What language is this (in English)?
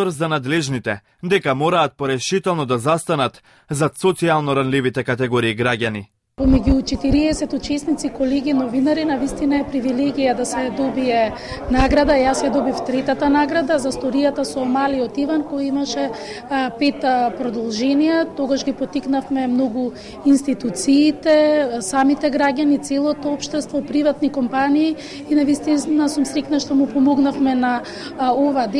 Macedonian